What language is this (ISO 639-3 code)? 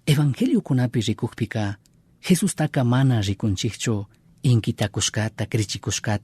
qug